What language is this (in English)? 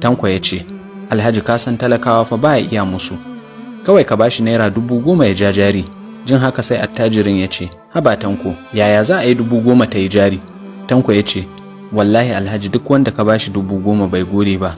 Hausa